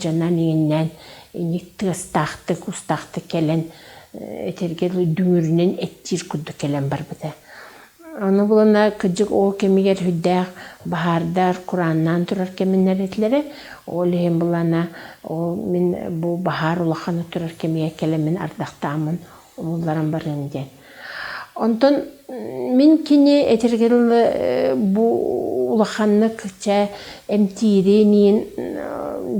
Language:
Yakut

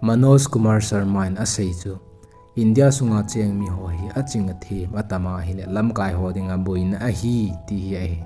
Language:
Thado Chin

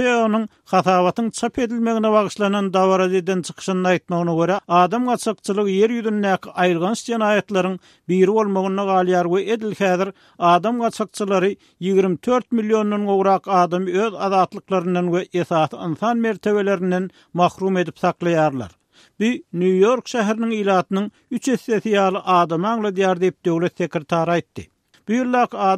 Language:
Turkmen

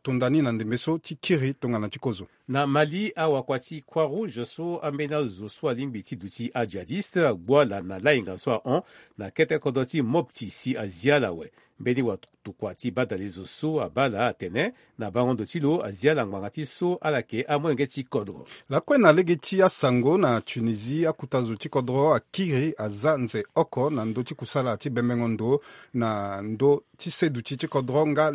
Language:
Sango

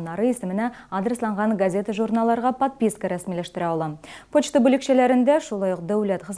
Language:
Tatar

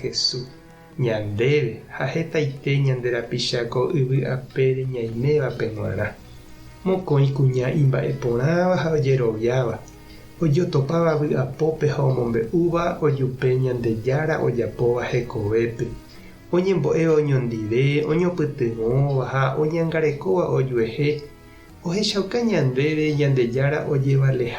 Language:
Guarani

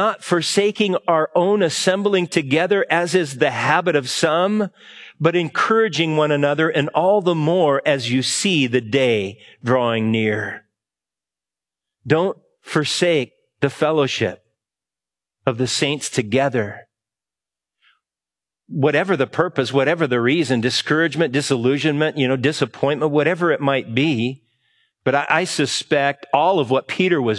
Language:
English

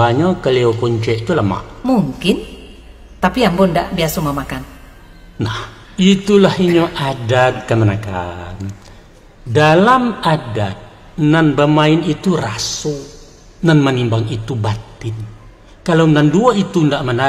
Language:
Minangkabau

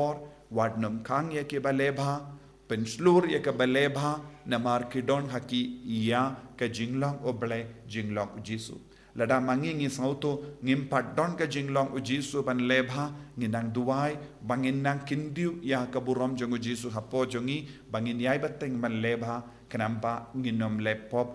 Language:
Khasi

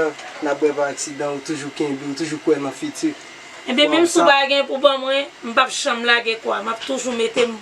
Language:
Haitian Creole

